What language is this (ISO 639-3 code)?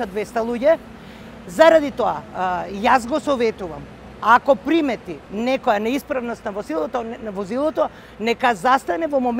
mkd